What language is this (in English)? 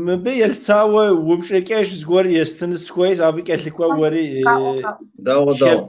Kabardian